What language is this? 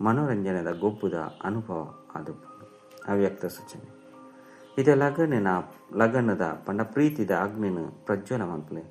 Tulu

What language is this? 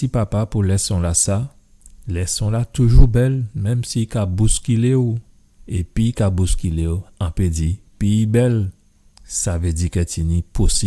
Guadeloupean Creole French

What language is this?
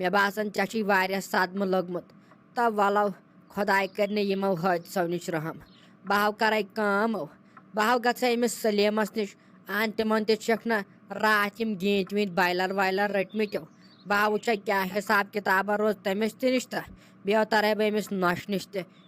Kashmiri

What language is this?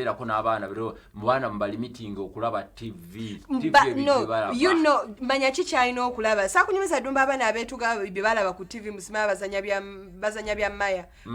Ganda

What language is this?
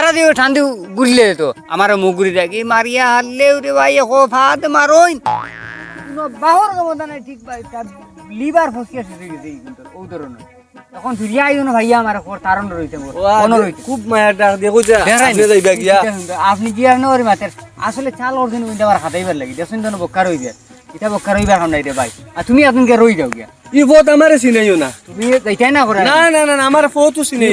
Sylheti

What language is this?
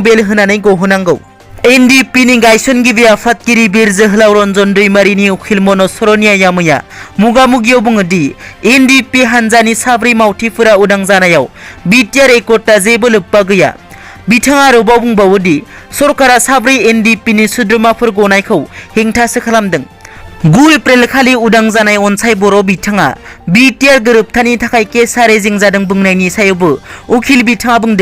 Bodo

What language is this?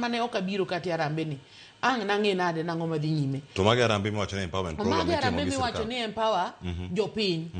Luo (Kenya and Tanzania)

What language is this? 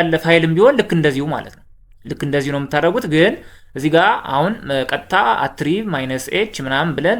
Amharic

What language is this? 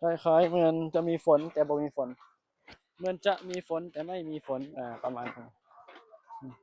Northeastern Thai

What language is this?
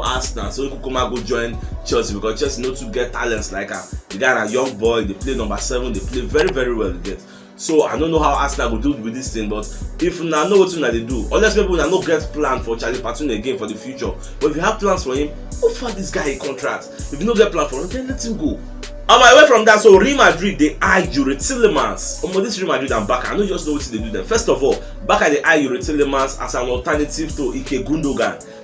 Nigerian Pidgin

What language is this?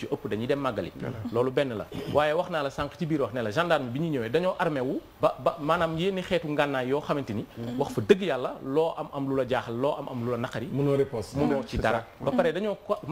Wolof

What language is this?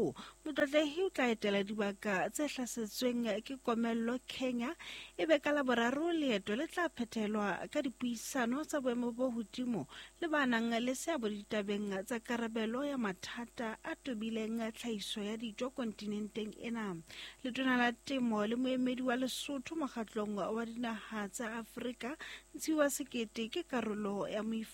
Southern Sotho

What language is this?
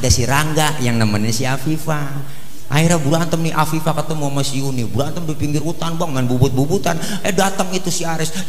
Betawi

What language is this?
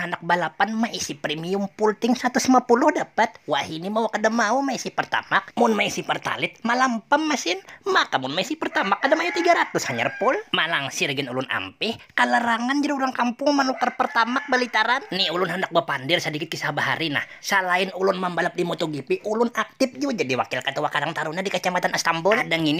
Banjar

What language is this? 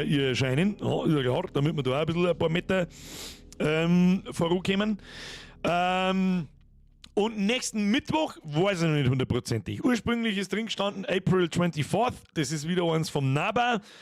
Bavarian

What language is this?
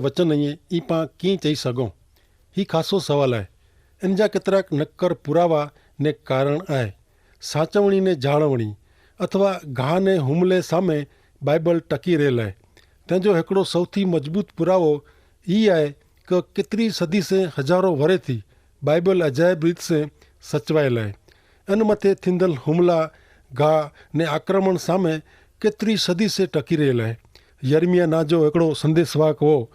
Kachhi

